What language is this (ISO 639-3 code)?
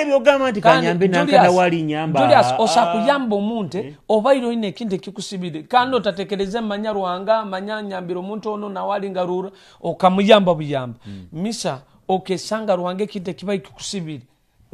nyo